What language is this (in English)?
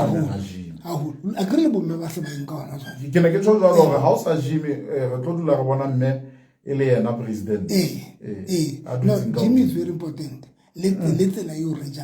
Southern Sotho